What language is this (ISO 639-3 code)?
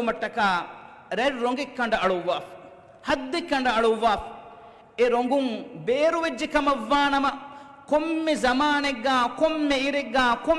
div